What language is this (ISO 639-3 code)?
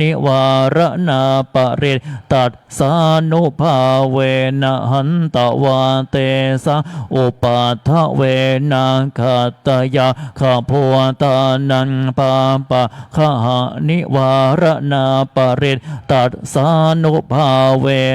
pli